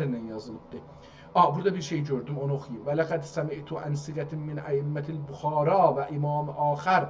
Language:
South Azerbaijani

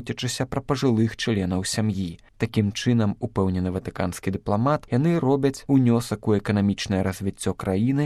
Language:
Belarusian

